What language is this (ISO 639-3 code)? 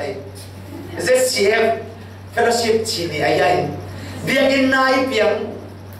cfm